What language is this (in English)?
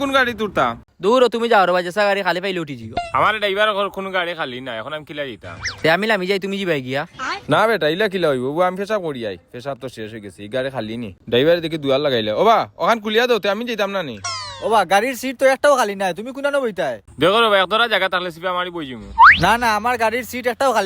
Sylheti